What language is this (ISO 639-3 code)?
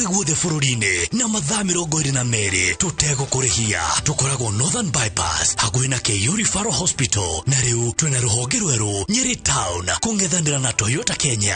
kik